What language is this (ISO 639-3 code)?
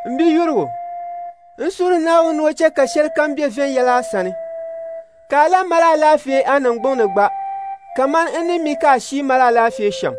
dag